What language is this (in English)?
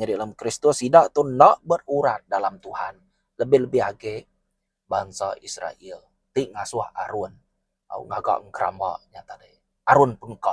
Iban